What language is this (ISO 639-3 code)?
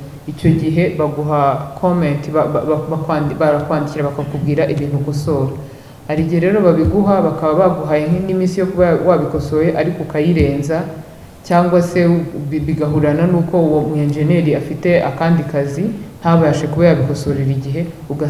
kin